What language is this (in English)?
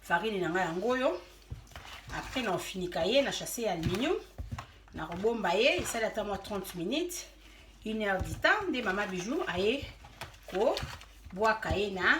Lingala